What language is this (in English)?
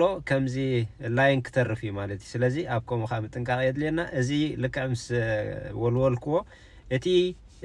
Tigrinya